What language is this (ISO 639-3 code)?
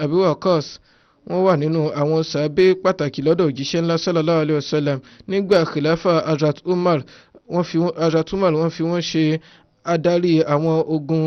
yor